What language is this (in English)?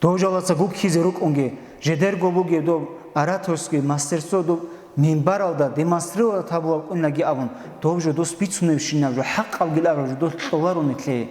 Avaric